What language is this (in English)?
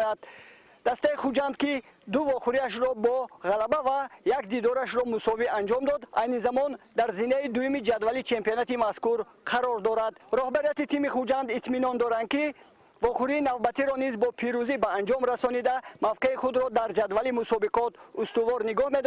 Tajik